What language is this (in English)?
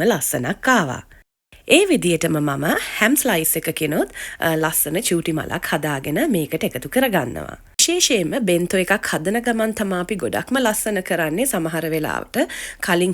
Sinhala